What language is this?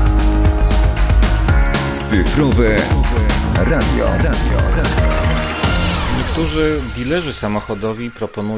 Polish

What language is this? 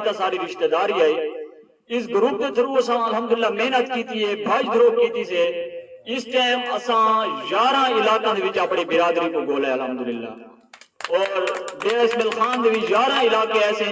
Saraiki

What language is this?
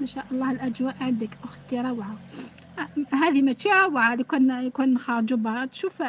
Algerian Arabic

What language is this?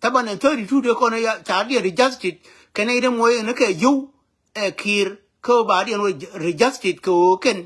Nuer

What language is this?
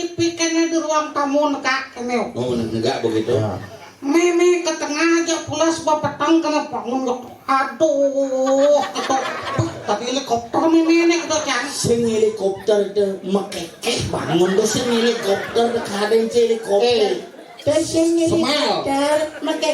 Balinese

